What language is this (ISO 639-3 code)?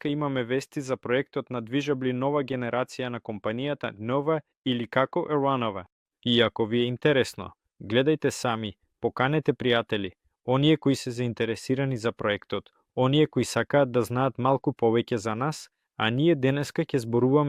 mkd